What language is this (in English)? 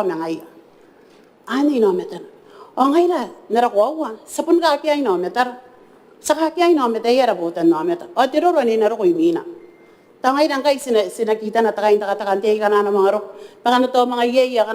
Gilbertese